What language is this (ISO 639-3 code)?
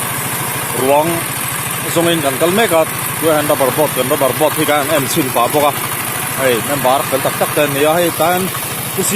lus